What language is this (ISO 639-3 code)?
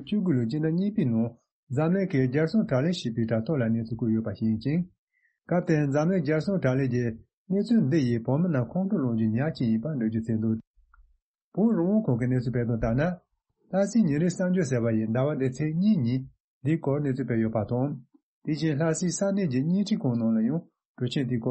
bod